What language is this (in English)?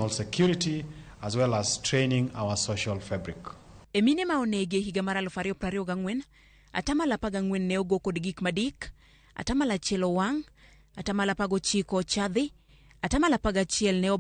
Luo (Kenya and Tanzania)